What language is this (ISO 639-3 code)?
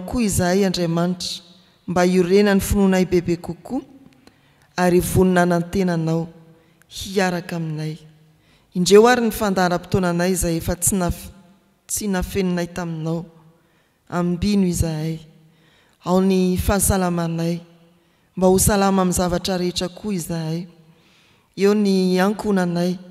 mlg